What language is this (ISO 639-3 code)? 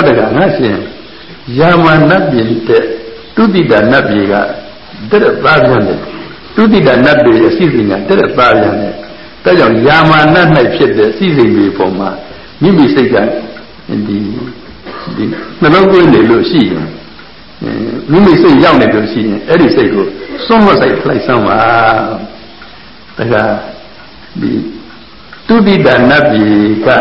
mya